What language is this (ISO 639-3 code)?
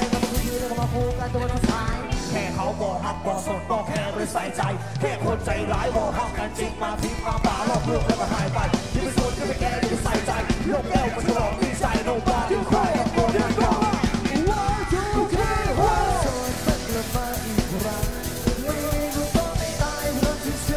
tha